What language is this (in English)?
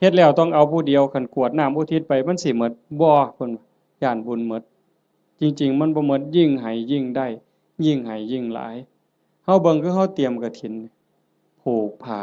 Northeastern Thai